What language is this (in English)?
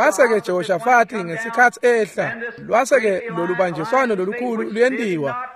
Swati